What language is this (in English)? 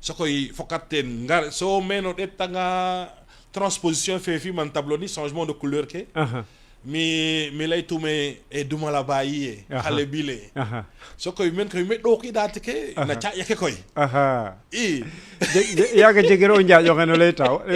Serer